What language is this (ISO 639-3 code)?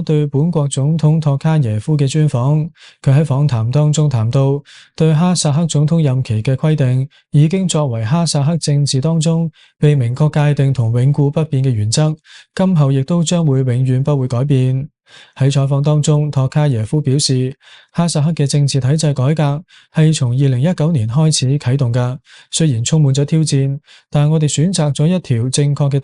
yue